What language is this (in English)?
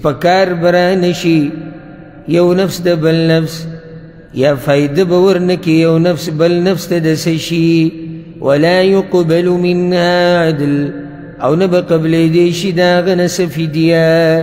Pashto